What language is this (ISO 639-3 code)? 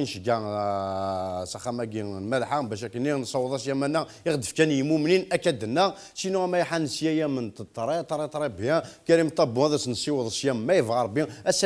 kab